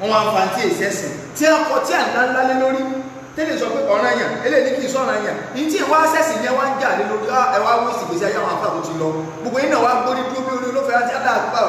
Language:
Yoruba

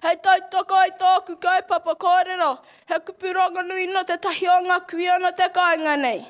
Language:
Māori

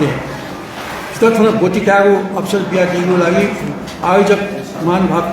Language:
Newari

